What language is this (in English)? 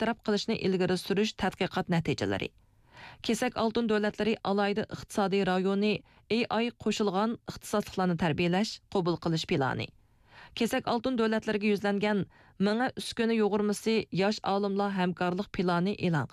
Uyghur